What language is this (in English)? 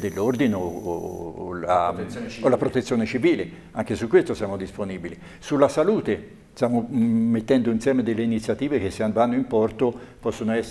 Italian